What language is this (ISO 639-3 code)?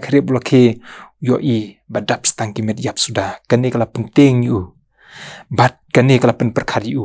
kha